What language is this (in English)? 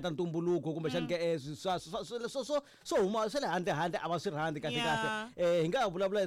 Tsonga